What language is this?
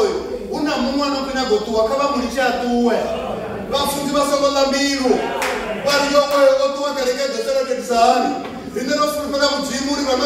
Venda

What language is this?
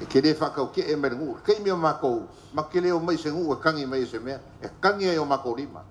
Samoan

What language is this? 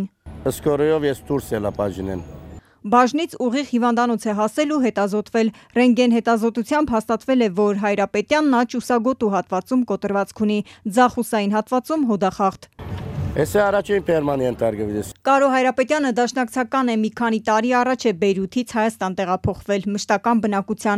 Armenian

